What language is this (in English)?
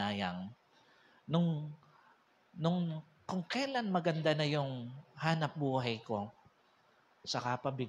Filipino